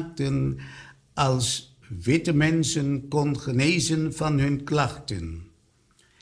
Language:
Dutch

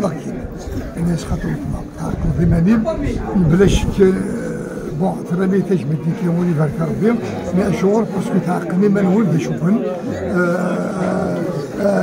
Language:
Kabyle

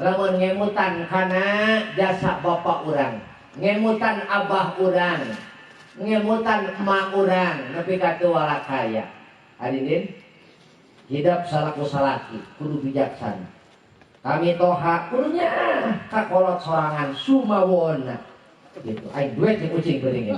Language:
Sundanese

